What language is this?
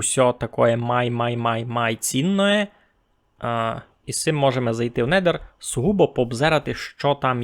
Rusyn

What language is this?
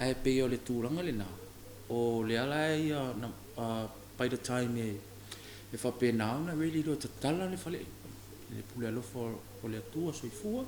Samoan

